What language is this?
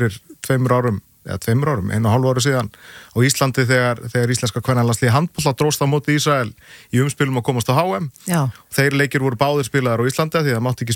Icelandic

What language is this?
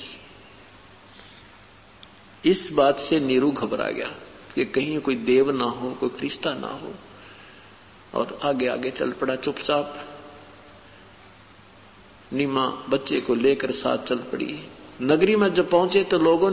Hindi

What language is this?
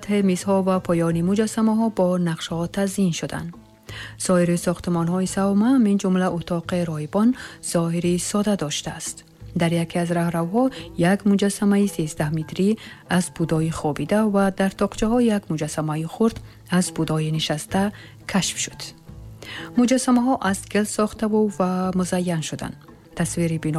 Tajik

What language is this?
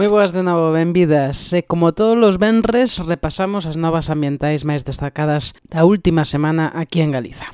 Galician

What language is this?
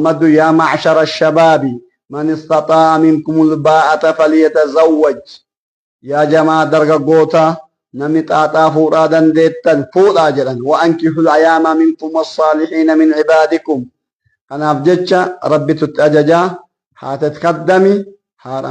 Oromo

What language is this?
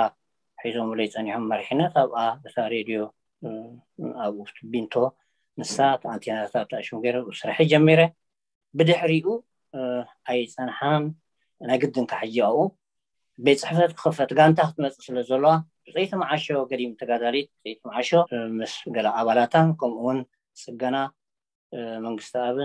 Tigrinya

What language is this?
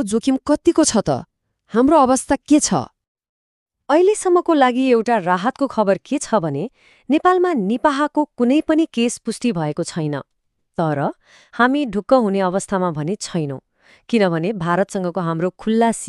Nepali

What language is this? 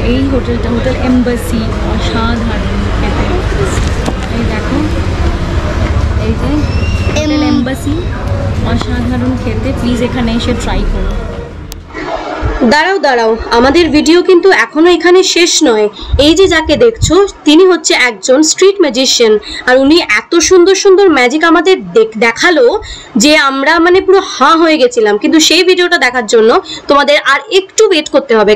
Bangla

